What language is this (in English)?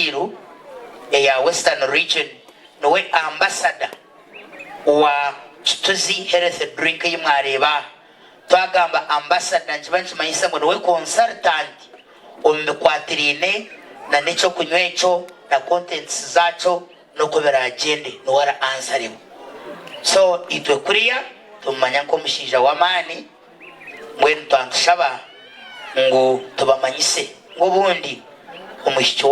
Nyankole